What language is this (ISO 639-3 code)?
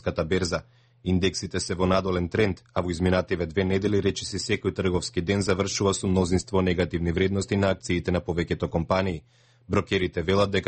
mkd